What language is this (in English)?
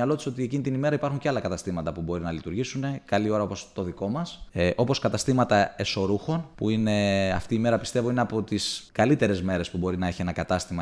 Greek